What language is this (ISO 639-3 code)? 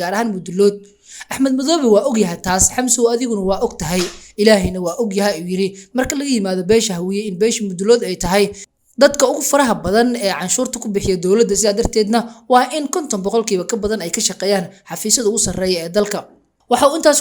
som